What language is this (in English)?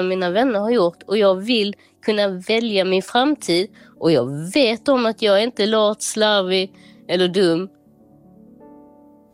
Swedish